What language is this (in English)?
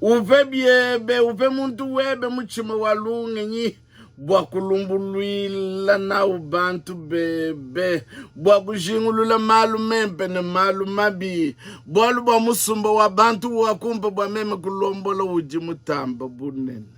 Luba-Lulua